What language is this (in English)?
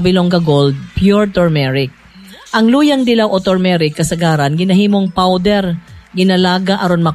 Cebuano